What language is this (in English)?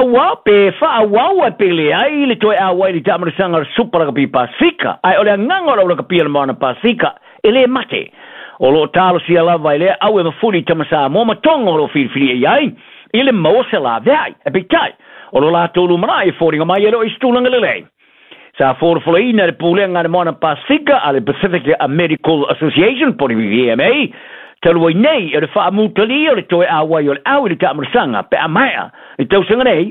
Samoan